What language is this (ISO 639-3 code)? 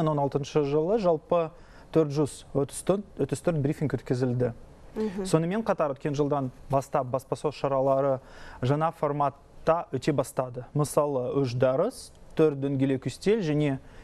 kaz